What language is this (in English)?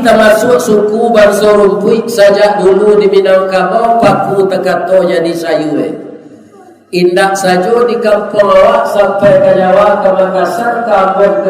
Minangkabau